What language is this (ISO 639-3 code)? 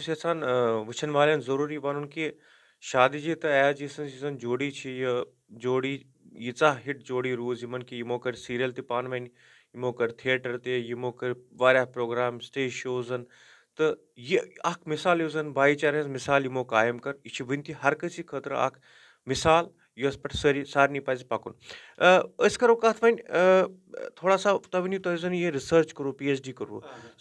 kas